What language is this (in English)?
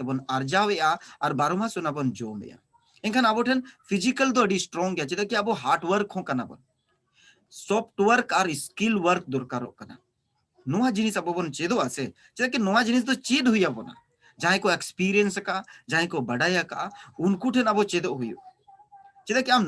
Santali